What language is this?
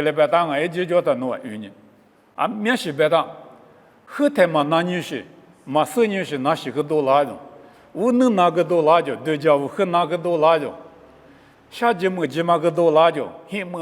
Lisu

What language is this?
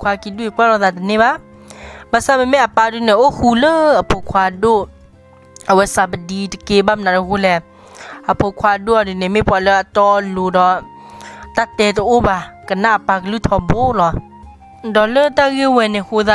S'gaw Karen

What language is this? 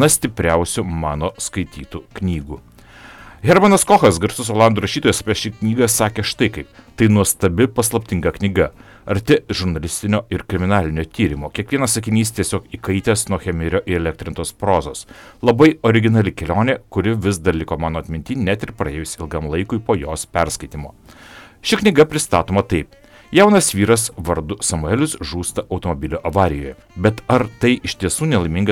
Lithuanian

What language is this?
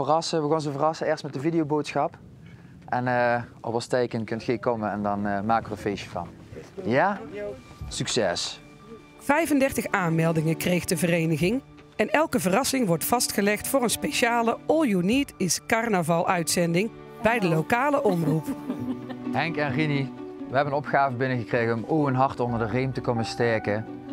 Limburgish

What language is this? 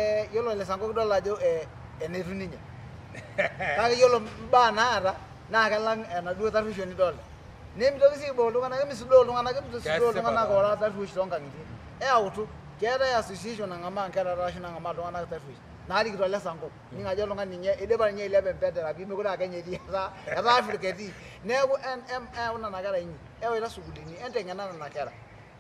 Masai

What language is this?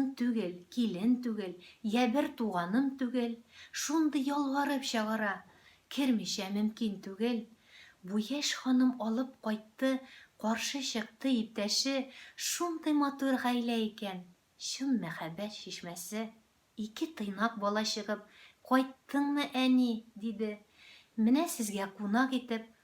Tatar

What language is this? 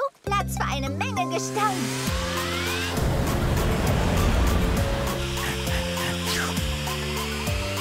German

